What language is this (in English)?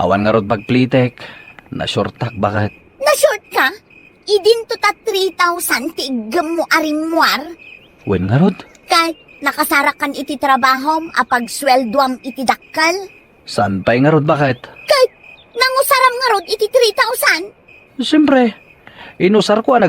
Iloko